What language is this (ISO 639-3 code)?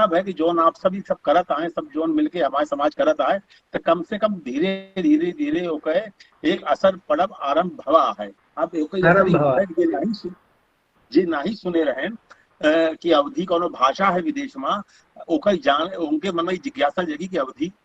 awa